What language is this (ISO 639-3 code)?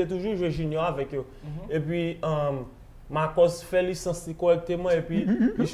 hat